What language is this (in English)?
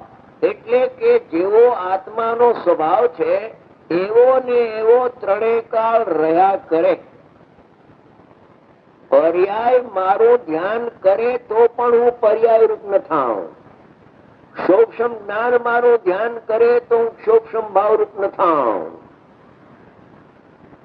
Gujarati